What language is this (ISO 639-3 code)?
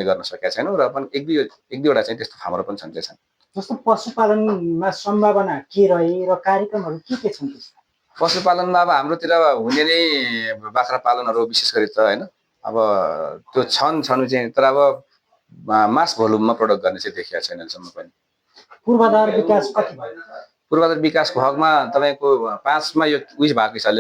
nep